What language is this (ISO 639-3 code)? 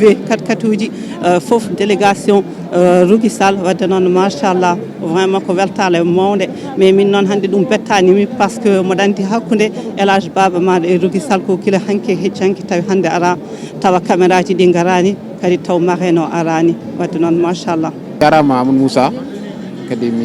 ful